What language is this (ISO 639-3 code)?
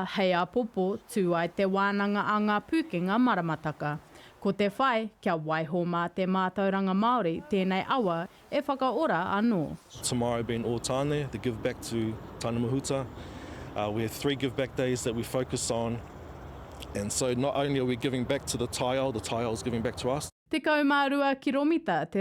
mri